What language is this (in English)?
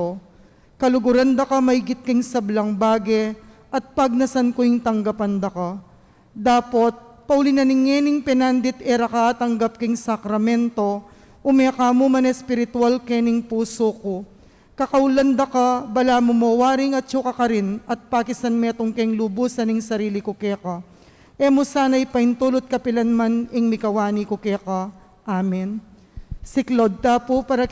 Pampanga